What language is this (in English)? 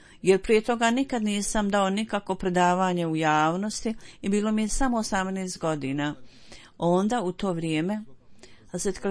Bosnian